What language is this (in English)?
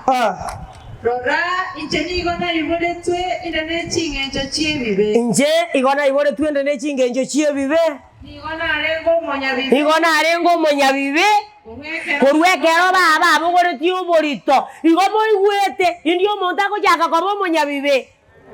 Gusii